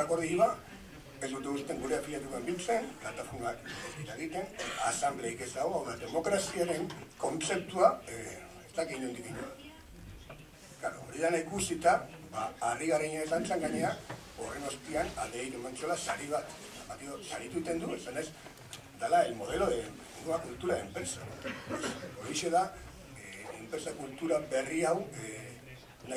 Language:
Basque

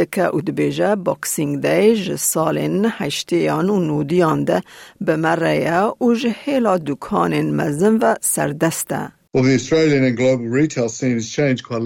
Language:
Kurdish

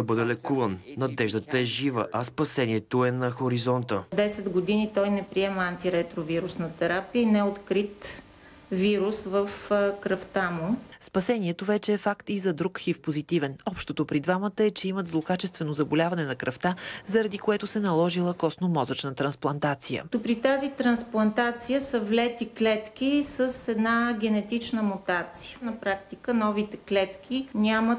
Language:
Bulgarian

